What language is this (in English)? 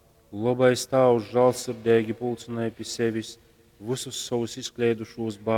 Latgalian